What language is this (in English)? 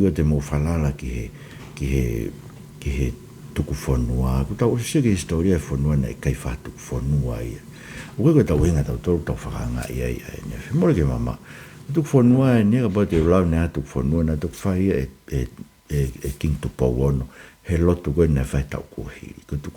Tongan